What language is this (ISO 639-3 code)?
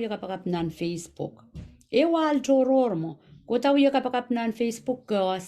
pon